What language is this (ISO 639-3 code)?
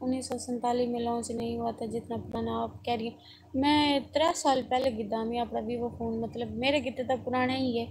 skr